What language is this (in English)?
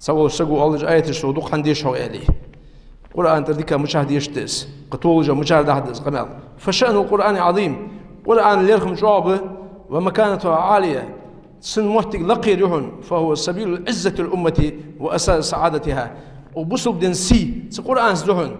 Ingush